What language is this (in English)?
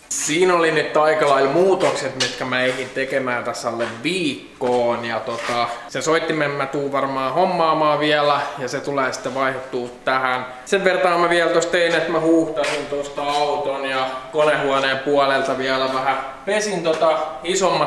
Finnish